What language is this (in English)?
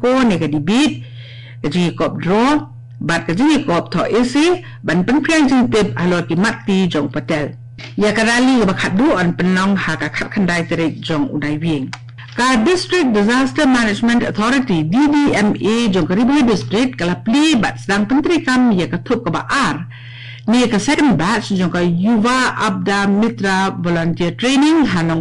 Khasi